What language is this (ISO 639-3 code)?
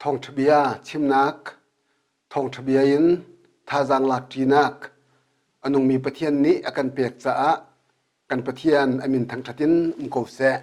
cnh